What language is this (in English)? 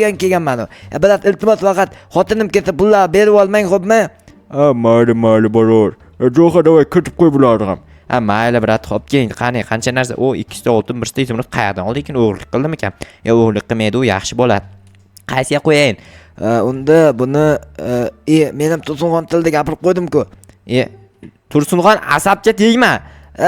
Uzbek